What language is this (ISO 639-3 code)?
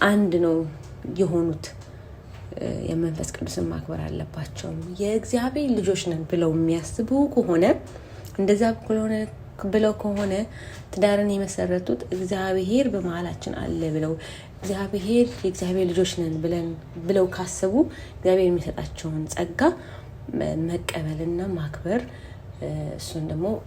amh